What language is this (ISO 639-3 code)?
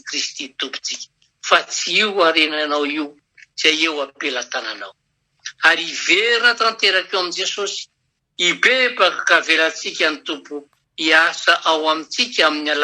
mlg